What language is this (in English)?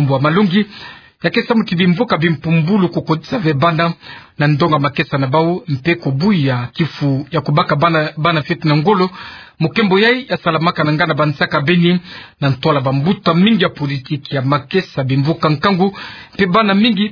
Kituba (Democratic Republic of Congo)